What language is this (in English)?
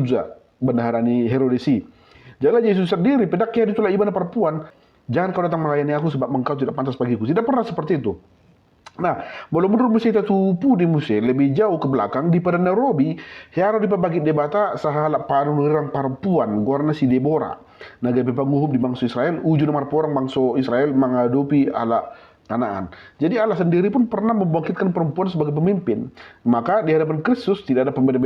Batak Toba